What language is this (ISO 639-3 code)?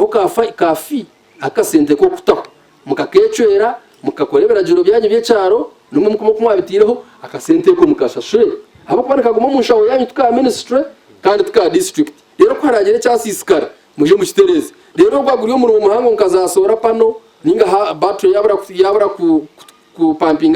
nyn